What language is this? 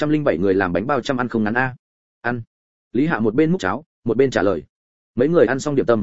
Vietnamese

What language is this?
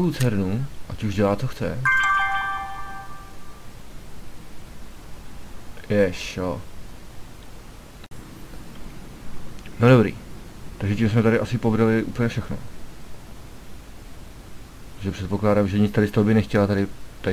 Czech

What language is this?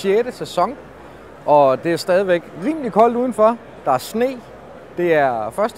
Danish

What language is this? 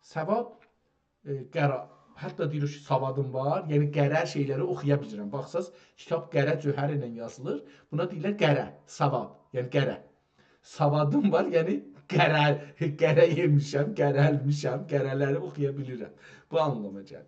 South Azerbaijani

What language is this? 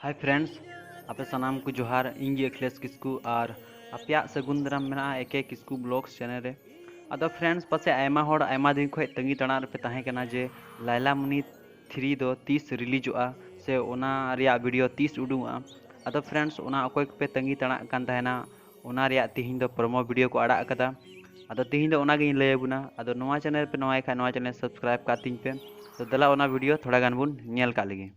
Santali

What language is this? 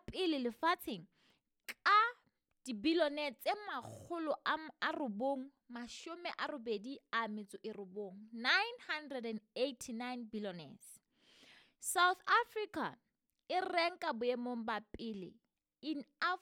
Southern Sotho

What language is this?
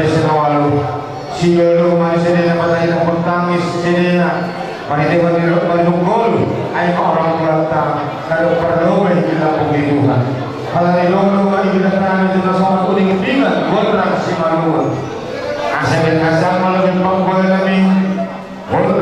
Batak Simalungun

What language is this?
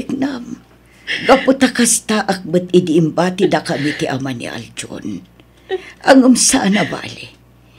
Iloko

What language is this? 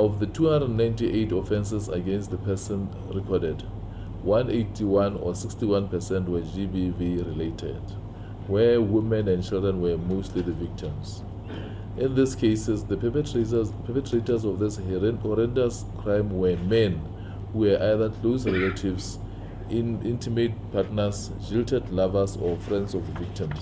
Tswana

